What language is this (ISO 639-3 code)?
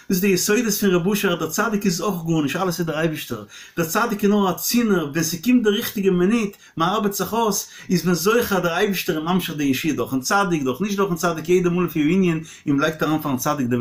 yid